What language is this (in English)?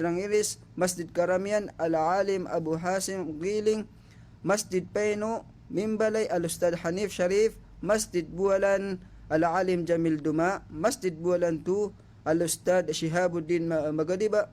Maranao